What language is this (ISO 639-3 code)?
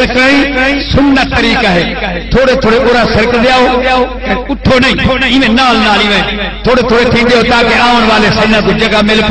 skr